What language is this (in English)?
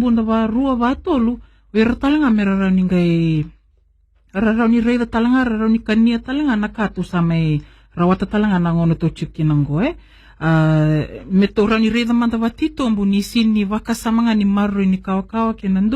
Fijian